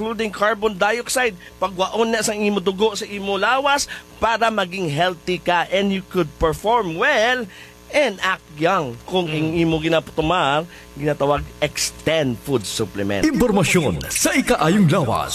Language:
Hiligaynon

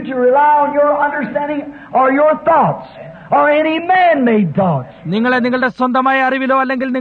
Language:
Malayalam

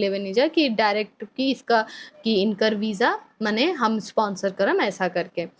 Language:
Bhojpuri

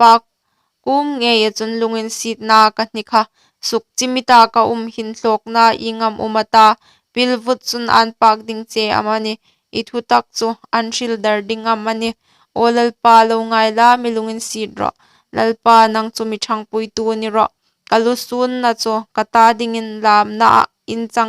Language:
Hmar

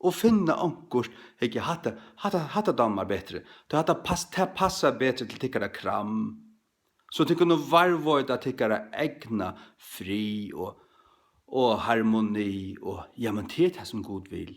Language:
Faroese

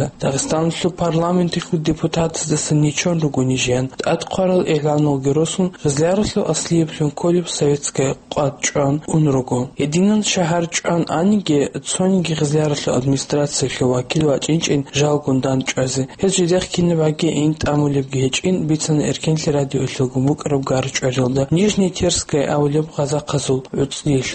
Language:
Avaric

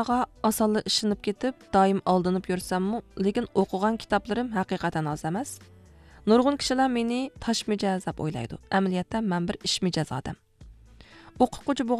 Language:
Uyghur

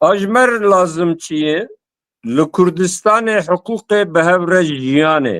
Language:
Kurdish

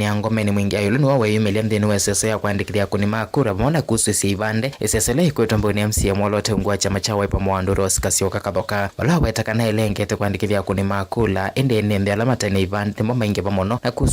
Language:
Kamba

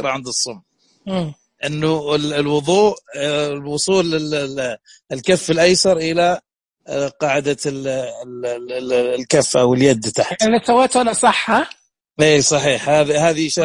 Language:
Najdi Arabic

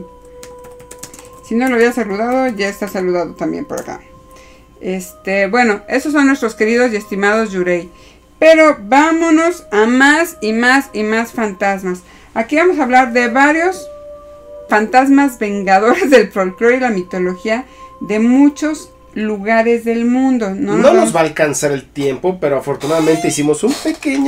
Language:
Spanish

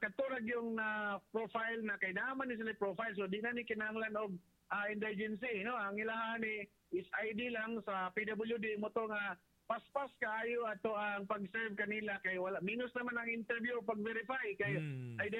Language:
Cebuano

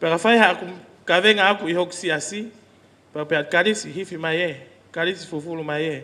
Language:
Tongan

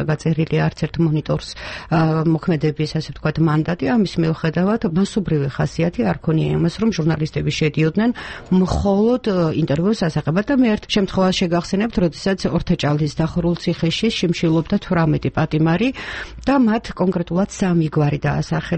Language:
Georgian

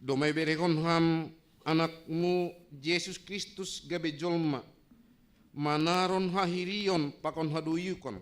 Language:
Batak Simalungun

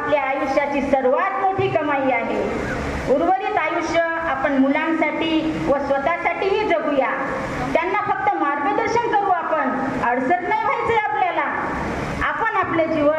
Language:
Marathi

